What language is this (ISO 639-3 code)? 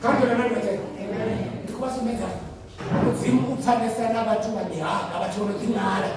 ven